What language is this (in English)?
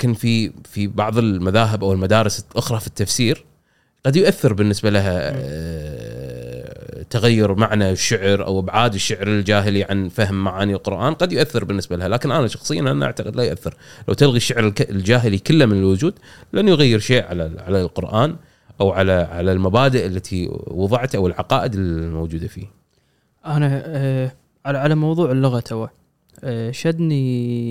Gulf Arabic